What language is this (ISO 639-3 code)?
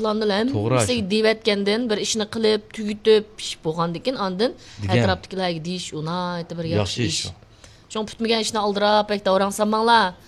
uig